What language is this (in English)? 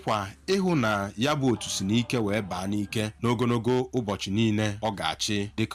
Igbo